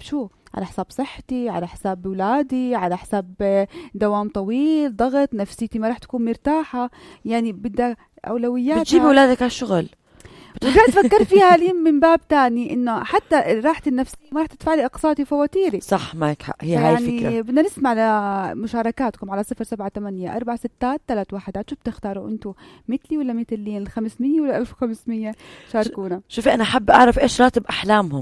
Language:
North Levantine Arabic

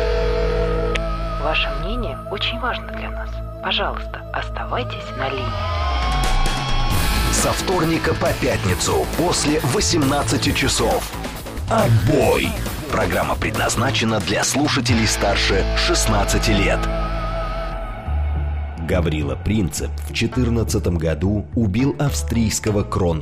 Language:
Russian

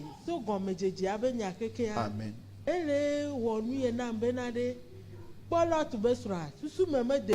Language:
Ewe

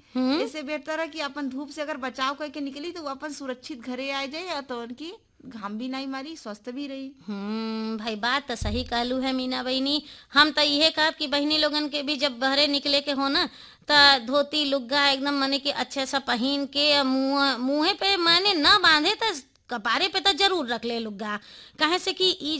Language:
Bhojpuri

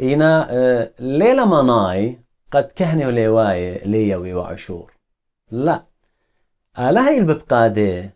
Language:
Assyrian Neo-Aramaic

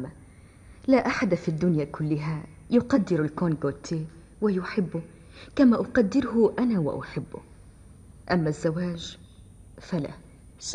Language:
Arabic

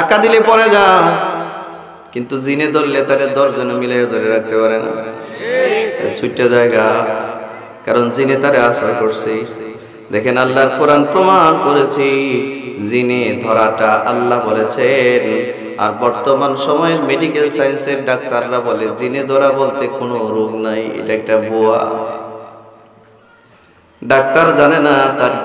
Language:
Bangla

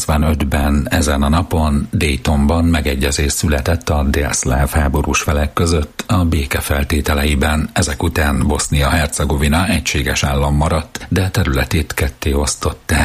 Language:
Hungarian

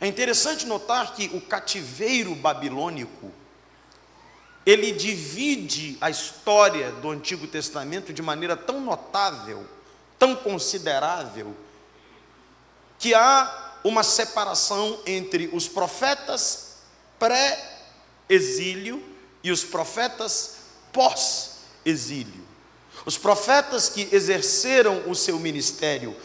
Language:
Portuguese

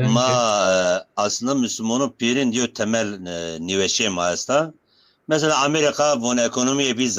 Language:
Zaza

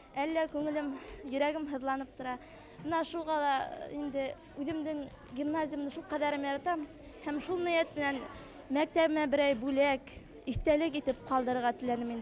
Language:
Bashkir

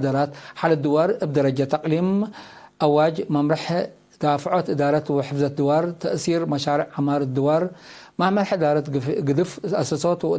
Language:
Tigre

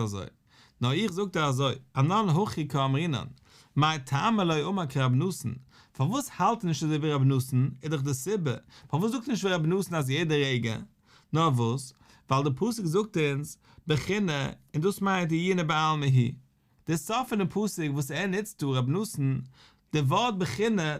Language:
Yiddish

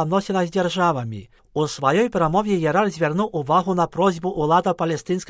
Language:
Belarusian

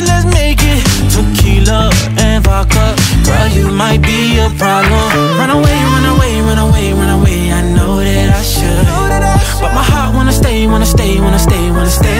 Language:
Kara-Kalpak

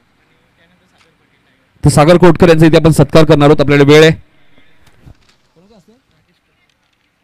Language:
Marathi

